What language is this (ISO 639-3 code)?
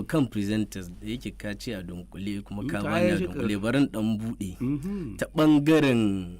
hau